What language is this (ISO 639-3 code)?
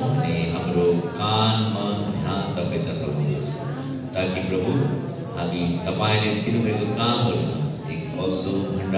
nep